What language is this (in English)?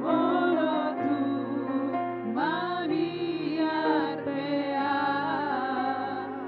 Batak Toba